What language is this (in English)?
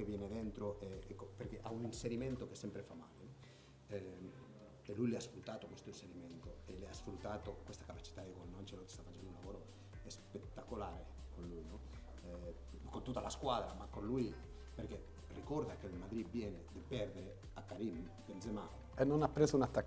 Italian